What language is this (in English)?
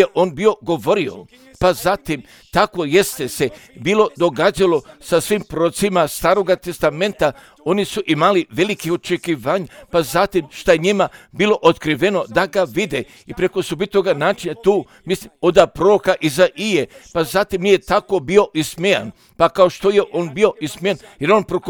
Croatian